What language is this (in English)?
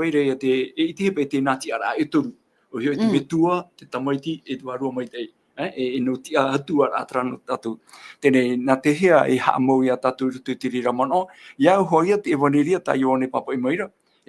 Tahitian